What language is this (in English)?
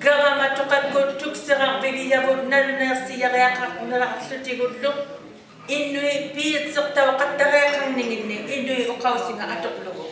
Inuktitut